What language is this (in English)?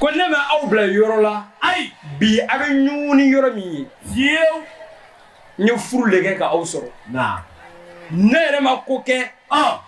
Bambara